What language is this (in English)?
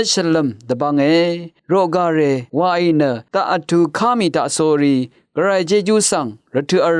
Rawang